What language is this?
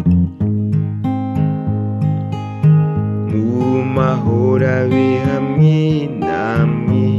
Kinyarwanda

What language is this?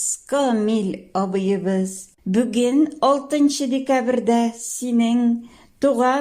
Tatar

